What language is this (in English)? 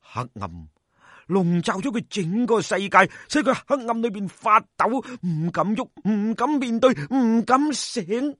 Cantonese